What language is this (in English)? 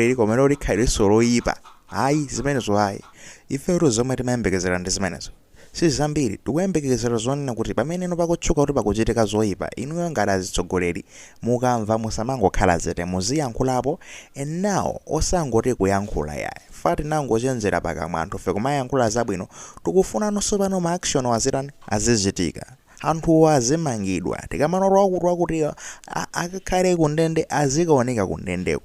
Nyanja